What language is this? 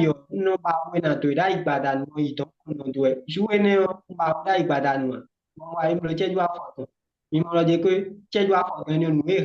Fon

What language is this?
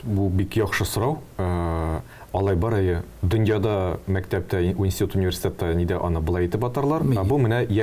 Tatar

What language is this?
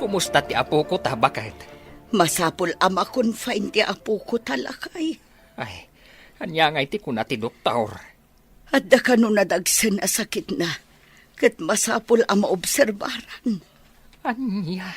Iloko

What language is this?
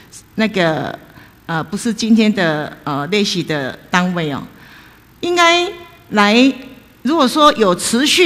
Chinese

